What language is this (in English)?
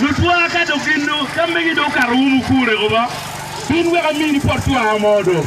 Acoli